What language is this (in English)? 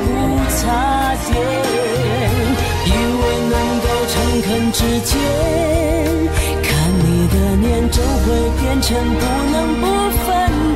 Chinese